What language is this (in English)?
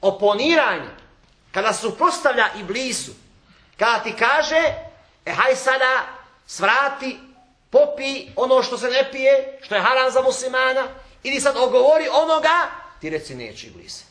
Bosnian